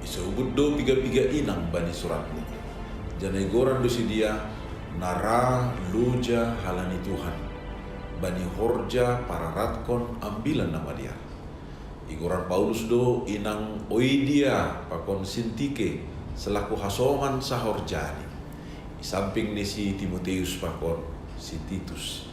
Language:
Batak Simalungun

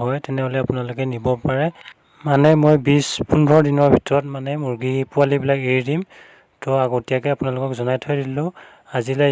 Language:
Assamese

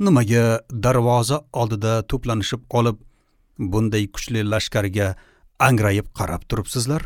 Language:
Uzbek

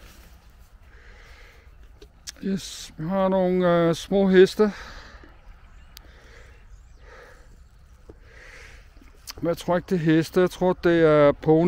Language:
Danish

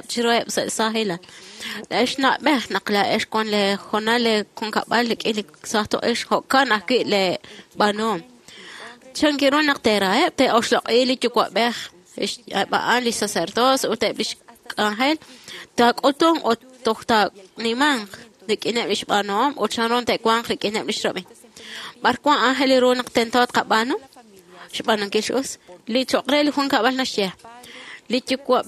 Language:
Kekchí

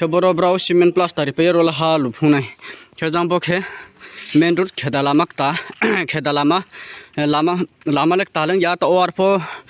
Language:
Riang (India)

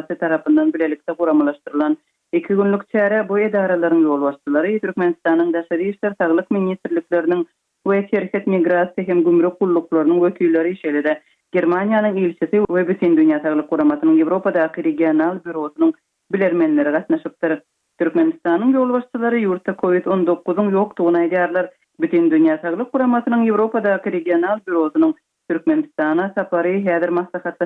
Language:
Turkmen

